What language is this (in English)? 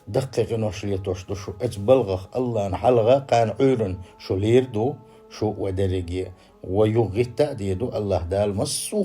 Chechen